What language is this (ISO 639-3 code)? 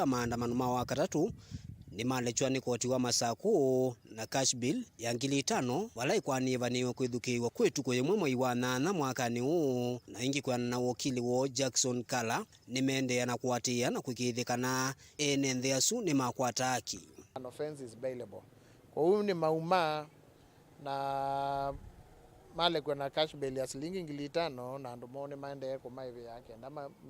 kam